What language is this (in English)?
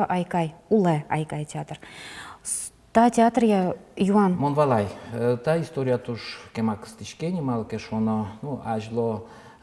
Udmurt